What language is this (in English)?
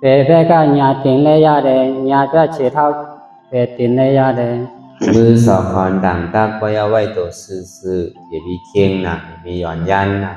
Shan